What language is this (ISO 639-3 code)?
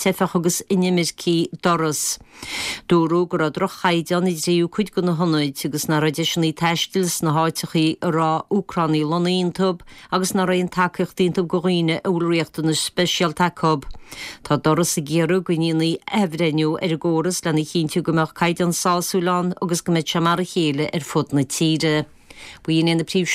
gle